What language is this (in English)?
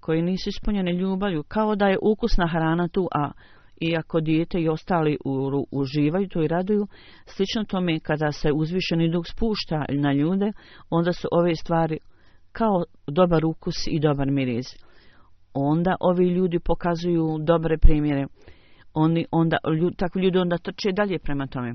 Bosnian